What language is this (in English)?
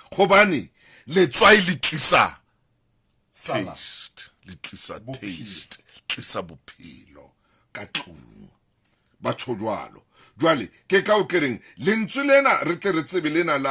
Southern Sotho